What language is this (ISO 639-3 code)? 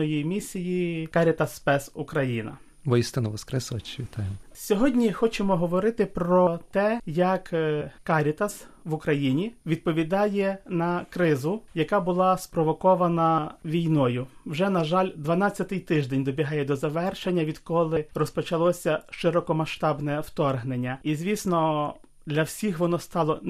ukr